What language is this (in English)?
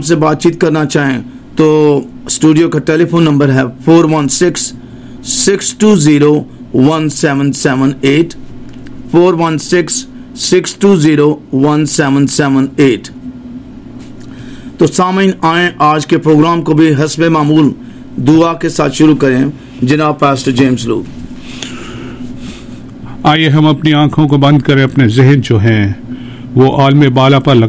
Urdu